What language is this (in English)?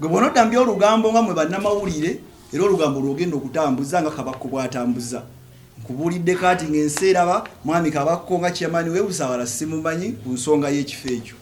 Ganda